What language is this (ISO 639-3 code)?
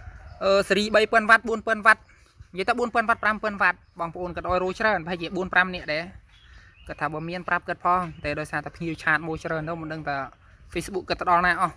khm